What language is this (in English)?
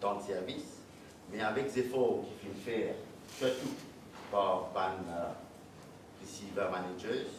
Morisyen